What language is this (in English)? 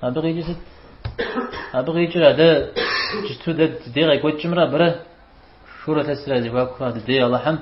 Kabardian